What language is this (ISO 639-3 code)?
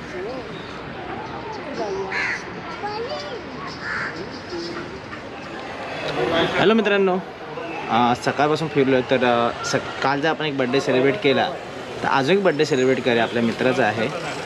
mar